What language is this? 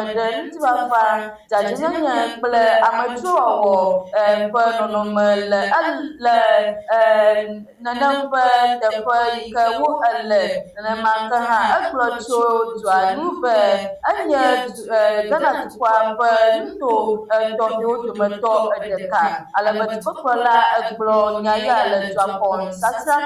Ewe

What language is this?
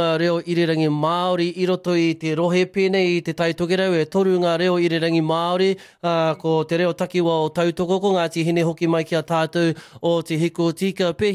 Māori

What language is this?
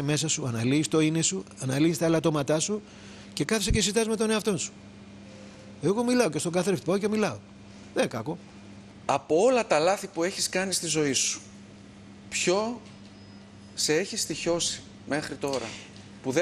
Greek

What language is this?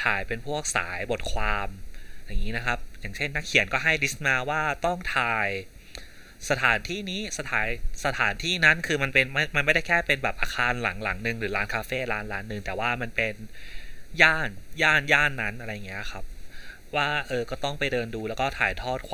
Thai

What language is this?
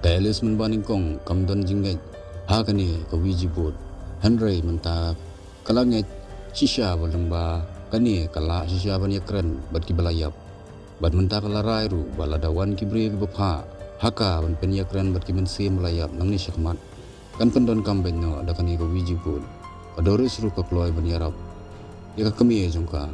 Khasi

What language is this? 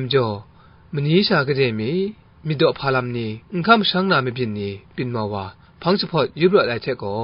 Kachin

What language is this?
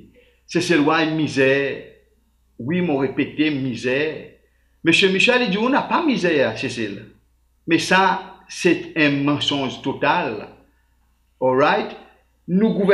Seselwa Creole French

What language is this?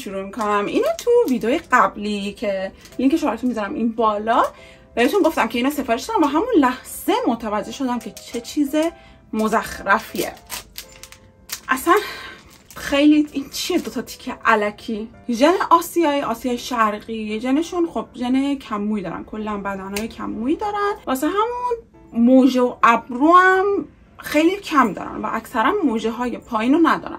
Persian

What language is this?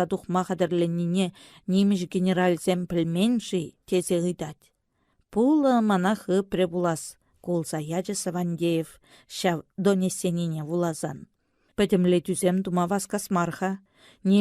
Chuvash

